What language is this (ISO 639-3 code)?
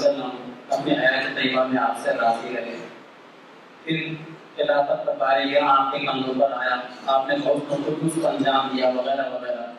urd